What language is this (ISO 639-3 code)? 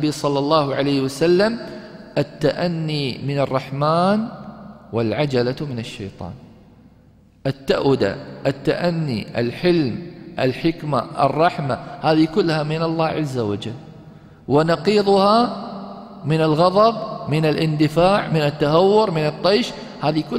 ara